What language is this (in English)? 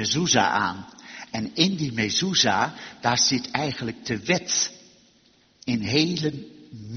Dutch